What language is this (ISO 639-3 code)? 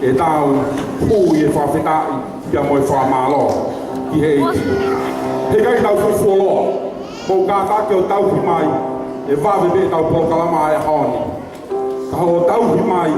ton